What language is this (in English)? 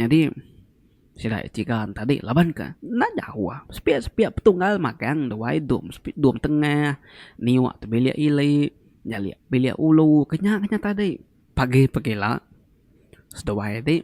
Iban